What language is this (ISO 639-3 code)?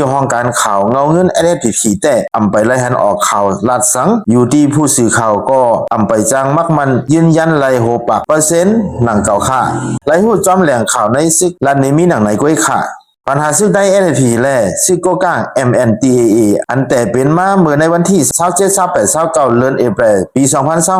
shn